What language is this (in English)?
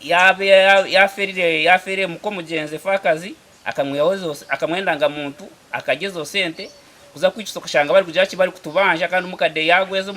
Nyankole